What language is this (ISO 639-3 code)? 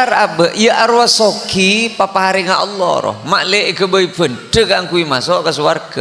mad